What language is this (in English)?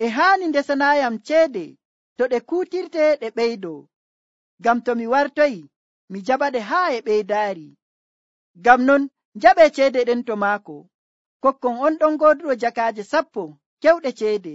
Nigerian Fulfulde